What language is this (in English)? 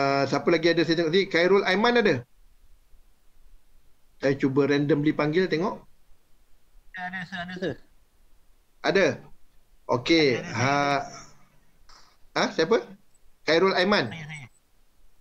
Malay